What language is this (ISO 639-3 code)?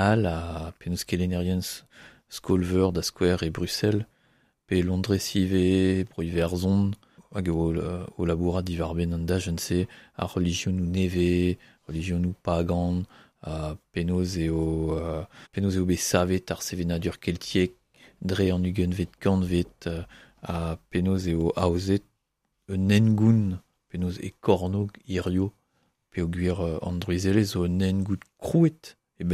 bre